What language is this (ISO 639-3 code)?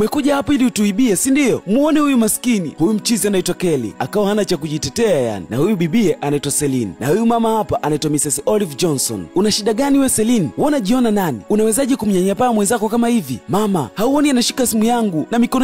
swa